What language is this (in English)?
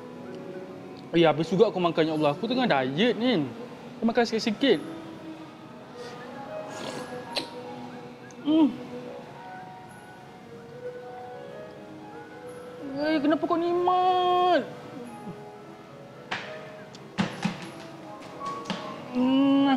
Malay